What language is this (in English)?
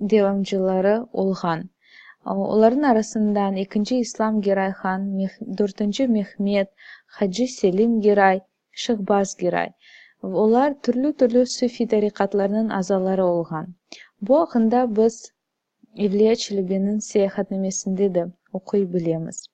Crimean Tatar